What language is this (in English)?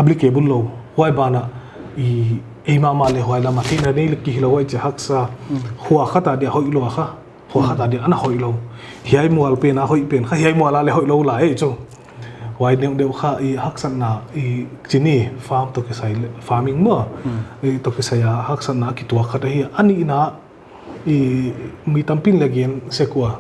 Paite Chin